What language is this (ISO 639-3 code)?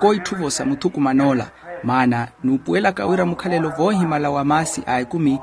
vmw